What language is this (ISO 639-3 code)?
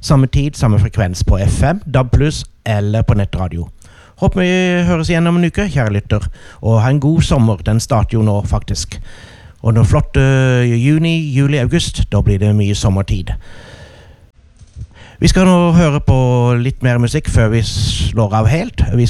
nor